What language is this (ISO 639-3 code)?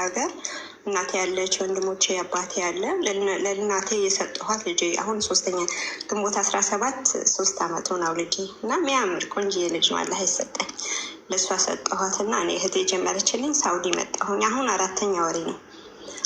amh